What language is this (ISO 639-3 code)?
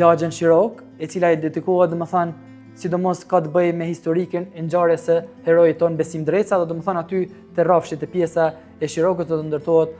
sqi